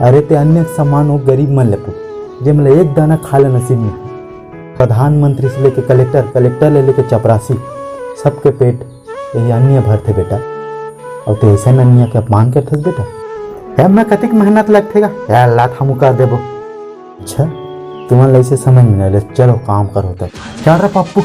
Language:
Chhattisgarhi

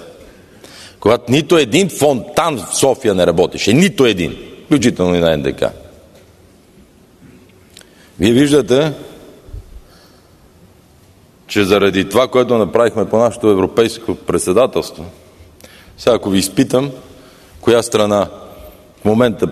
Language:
Bulgarian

